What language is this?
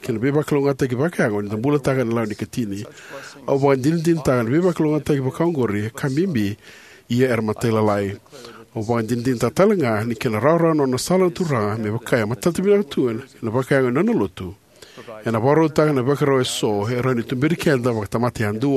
Fijian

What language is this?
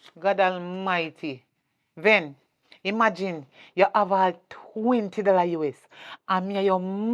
Jamaican Creole English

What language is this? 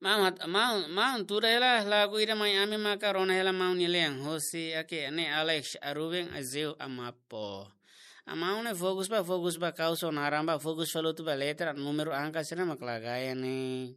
Tetum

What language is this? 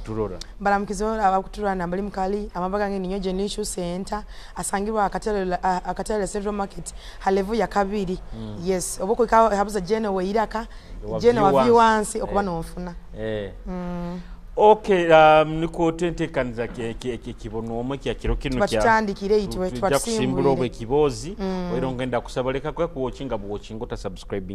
Tooro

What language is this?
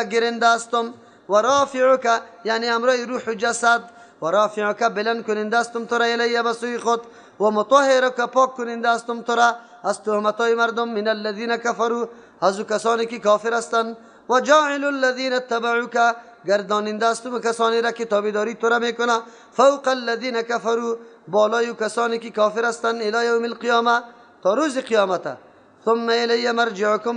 Persian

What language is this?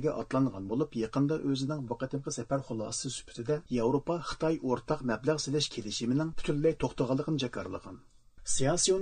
Uyghur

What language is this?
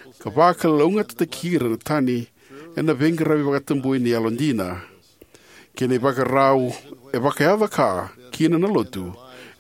Fijian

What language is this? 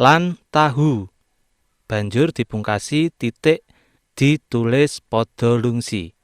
Javanese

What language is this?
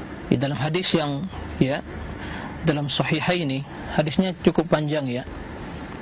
Indonesian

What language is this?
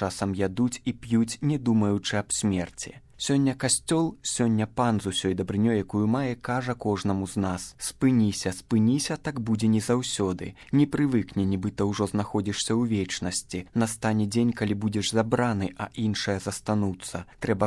Belarusian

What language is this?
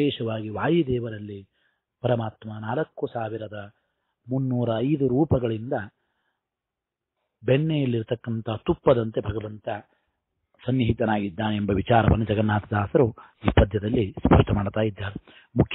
Kannada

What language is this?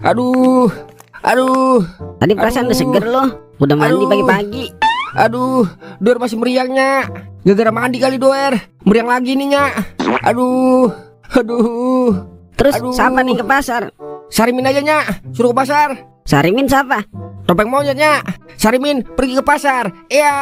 Betawi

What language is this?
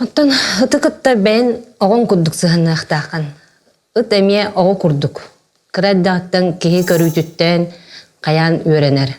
Yakut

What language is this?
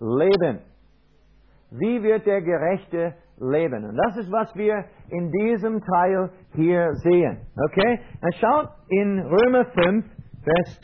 German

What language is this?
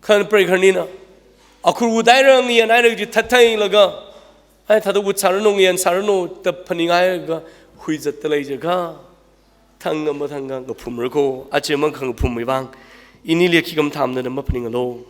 Tangkhul Naga (India)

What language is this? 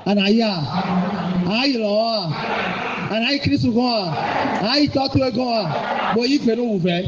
Fon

